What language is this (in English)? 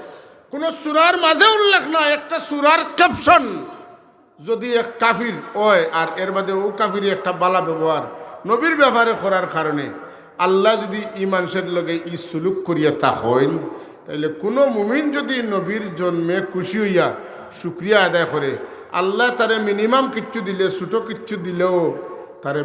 Sylheti